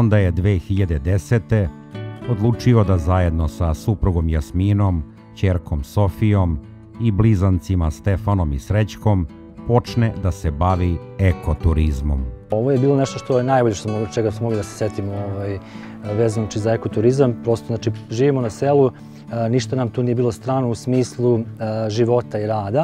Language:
Serbian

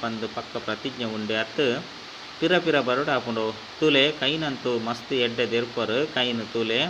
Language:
Tulu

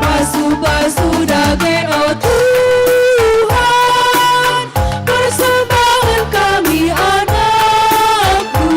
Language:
Batak Karo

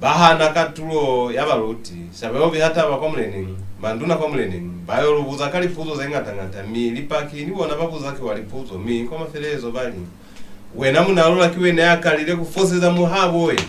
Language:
Lozi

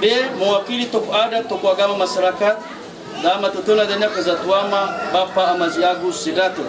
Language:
Nias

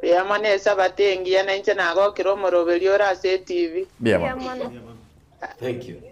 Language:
Gusii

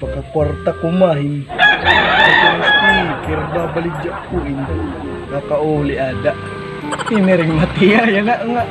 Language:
Waray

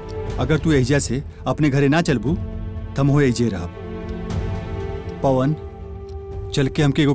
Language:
Bhojpuri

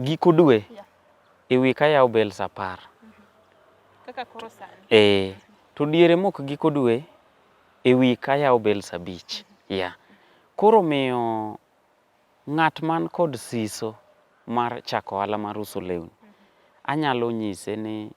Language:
Luo (Kenya and Tanzania)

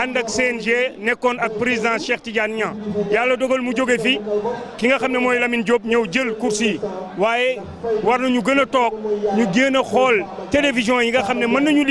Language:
Wolof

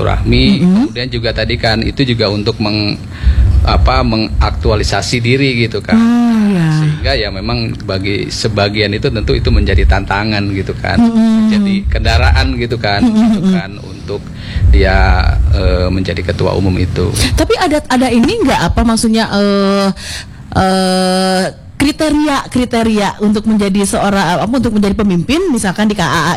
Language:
Indonesian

